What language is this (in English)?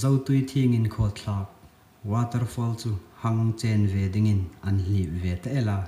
Hmar